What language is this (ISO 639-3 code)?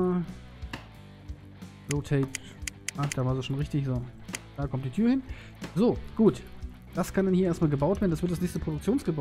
deu